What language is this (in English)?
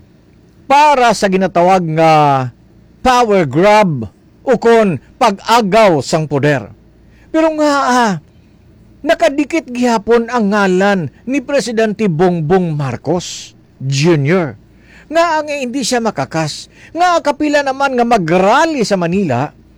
Hiligaynon